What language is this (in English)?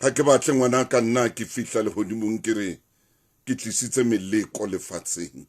Southern Sotho